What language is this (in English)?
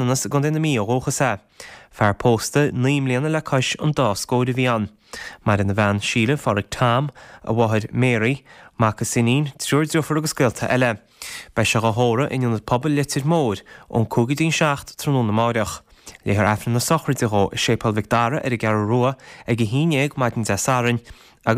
Irish